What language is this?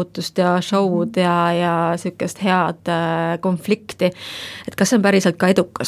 Estonian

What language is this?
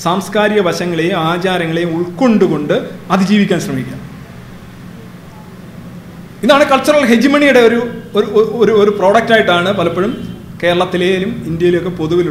Malayalam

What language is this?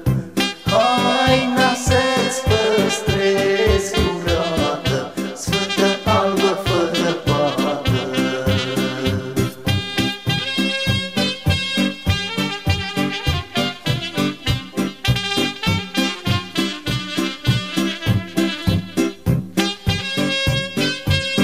Romanian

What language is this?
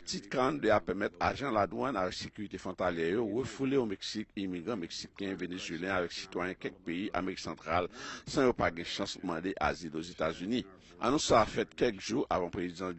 Haitian Creole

